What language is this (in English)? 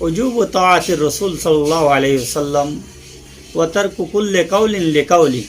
Rohingya